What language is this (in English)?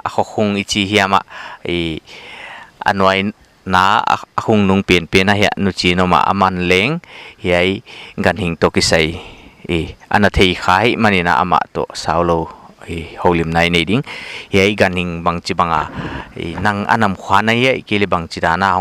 Paite Chin